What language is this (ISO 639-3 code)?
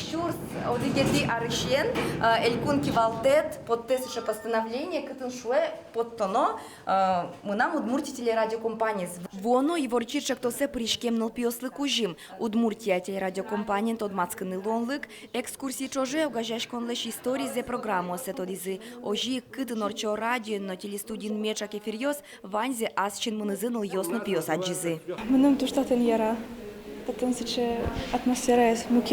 udm